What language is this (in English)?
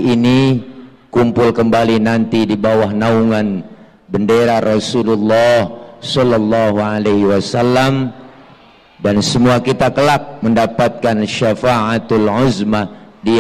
Betawi